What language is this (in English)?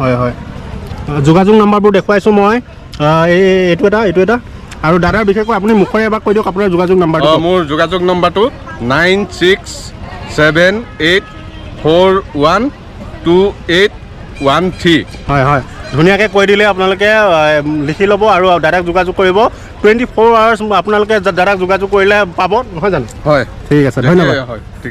Assamese